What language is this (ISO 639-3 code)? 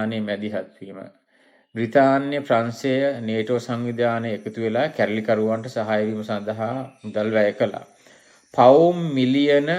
sin